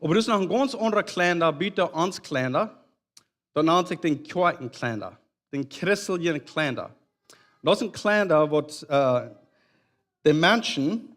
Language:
Plautdietsch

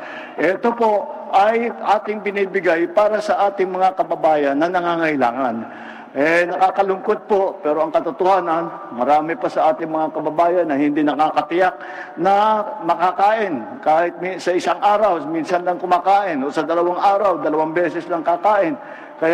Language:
Filipino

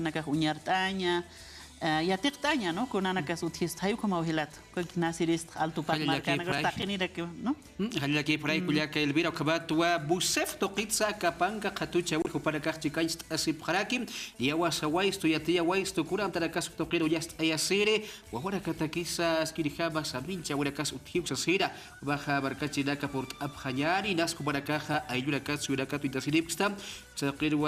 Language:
Aymara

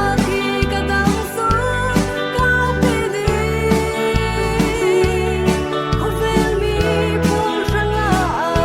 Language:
Falam Chin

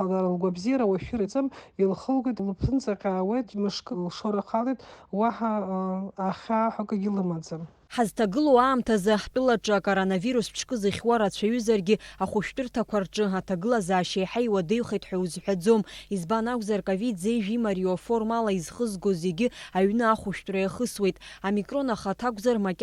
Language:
Abkhazian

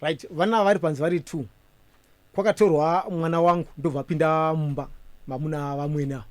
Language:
Shona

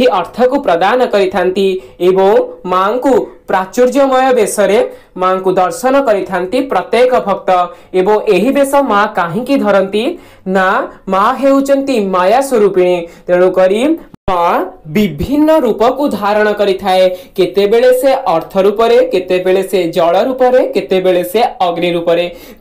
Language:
Odia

